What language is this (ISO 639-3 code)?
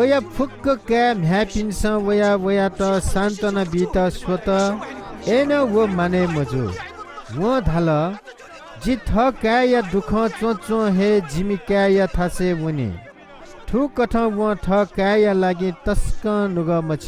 new